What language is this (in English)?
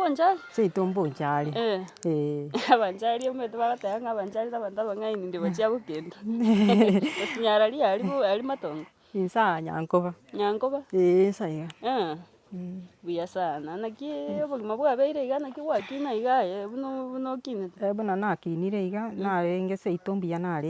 Gusii